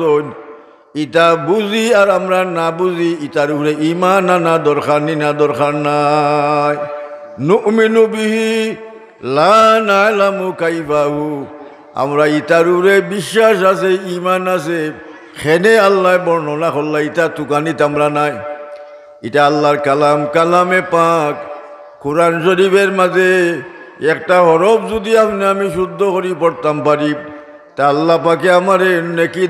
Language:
Sylheti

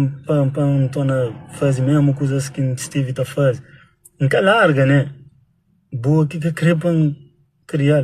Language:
Kabuverdianu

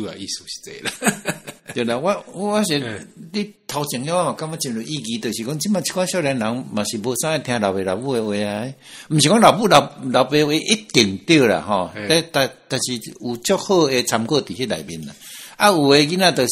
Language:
Min Nan Chinese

